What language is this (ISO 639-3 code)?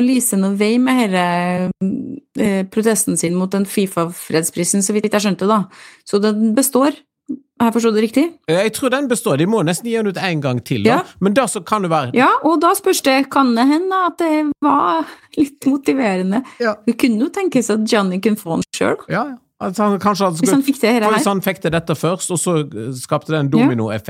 nor